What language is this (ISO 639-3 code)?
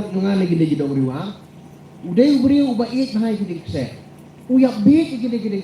kha